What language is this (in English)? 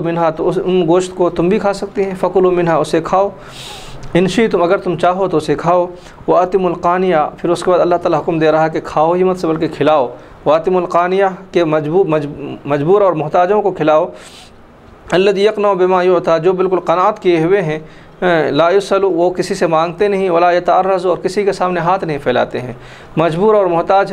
Urdu